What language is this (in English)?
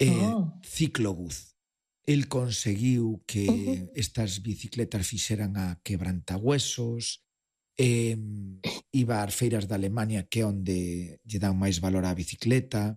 Galician